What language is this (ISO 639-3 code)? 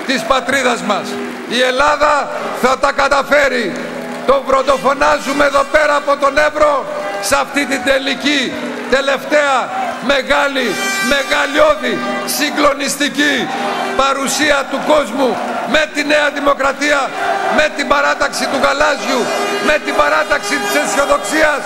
ell